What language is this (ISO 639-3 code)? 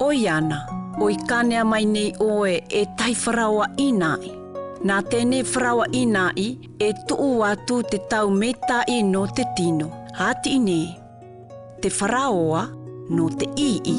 mqm